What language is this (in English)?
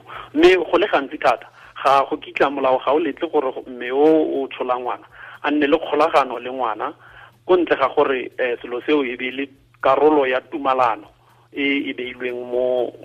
Tswana